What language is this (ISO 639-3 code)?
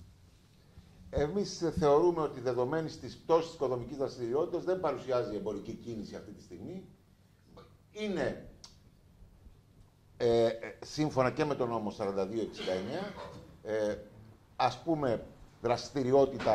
ell